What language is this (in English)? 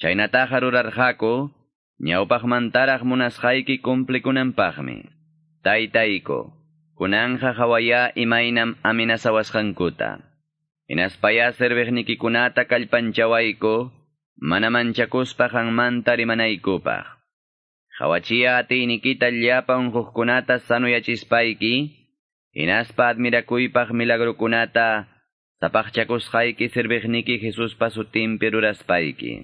Quechua